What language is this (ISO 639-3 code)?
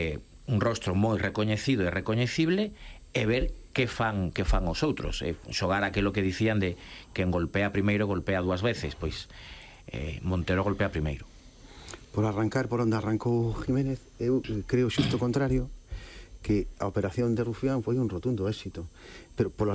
glg